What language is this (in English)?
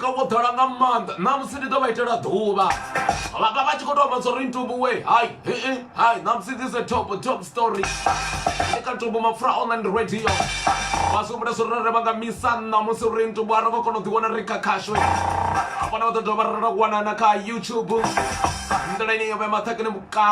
Venda